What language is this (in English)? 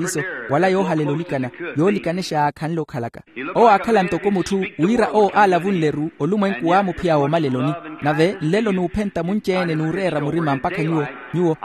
Makhuwa